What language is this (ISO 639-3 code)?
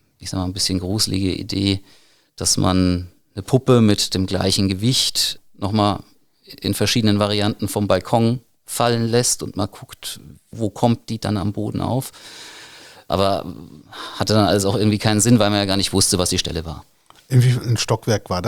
deu